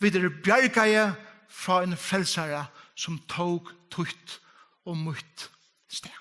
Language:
Faroese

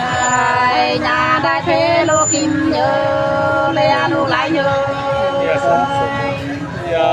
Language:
Nung (Viet Nam)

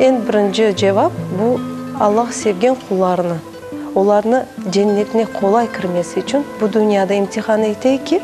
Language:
Crimean Tatar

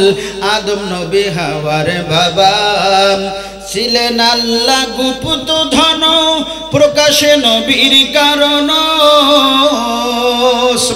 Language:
Bangla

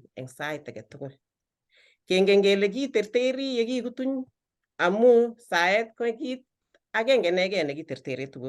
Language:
Kalenjin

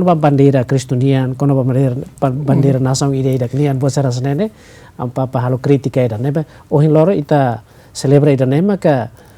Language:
Tetum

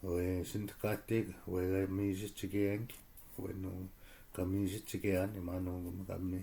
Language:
Chippewa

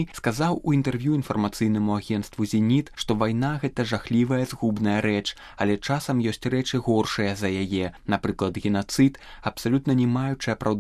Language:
Belarusian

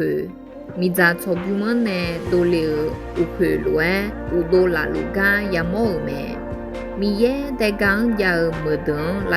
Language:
Akha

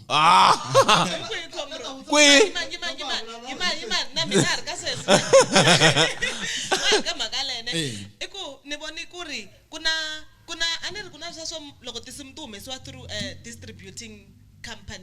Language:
Tsonga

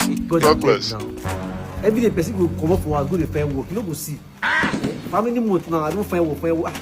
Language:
Nigerian Pidgin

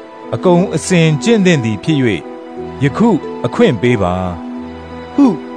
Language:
Burmese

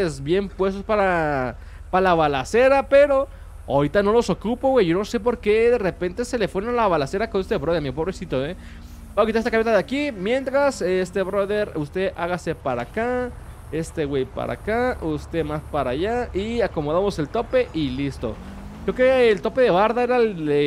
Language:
Spanish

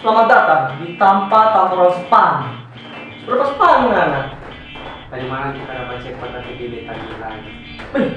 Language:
Manado Malay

